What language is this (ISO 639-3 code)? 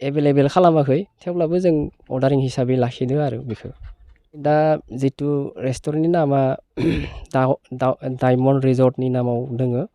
brx